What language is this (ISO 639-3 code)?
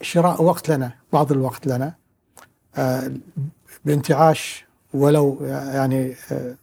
afb